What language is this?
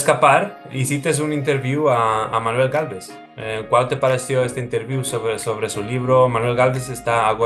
Ladino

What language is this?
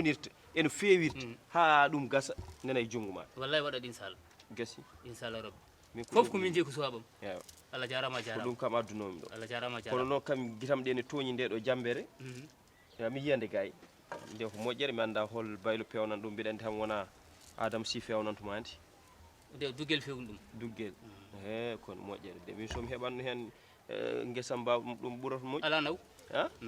Fula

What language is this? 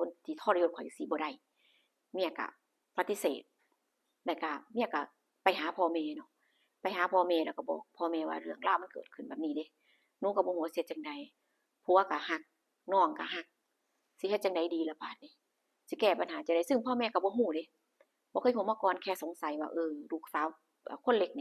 Lao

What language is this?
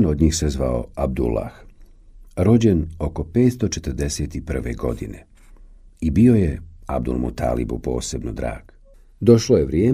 Bosnian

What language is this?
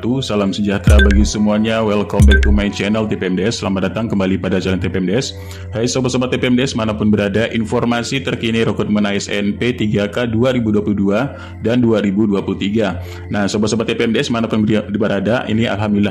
Indonesian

